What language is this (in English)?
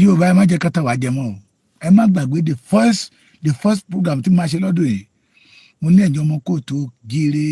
Yoruba